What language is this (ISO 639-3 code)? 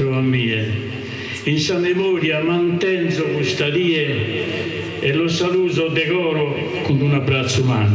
srd